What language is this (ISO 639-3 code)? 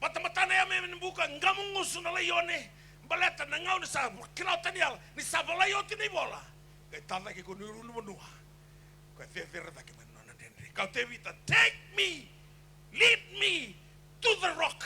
fij